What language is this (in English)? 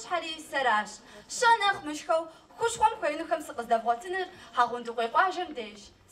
Kabardian